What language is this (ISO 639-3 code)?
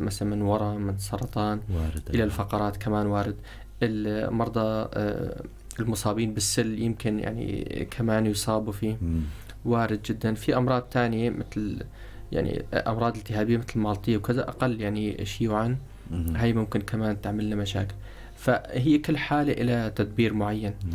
apc